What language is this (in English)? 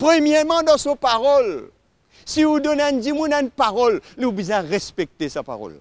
Morisyen